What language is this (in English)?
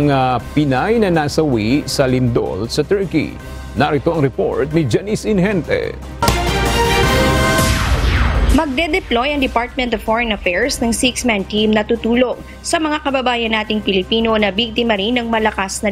Filipino